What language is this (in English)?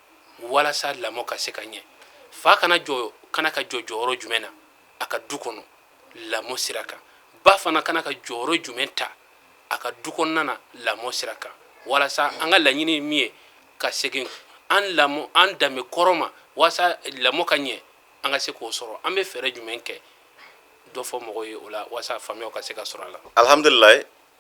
Bambara